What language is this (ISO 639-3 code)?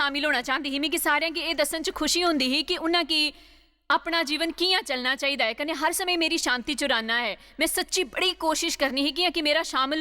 doi